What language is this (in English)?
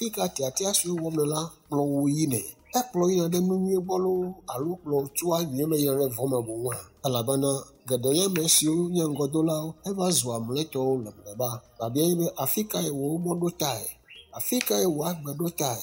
Ewe